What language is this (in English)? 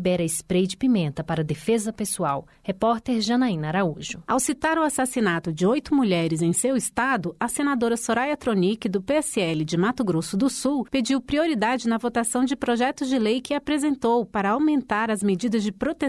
Portuguese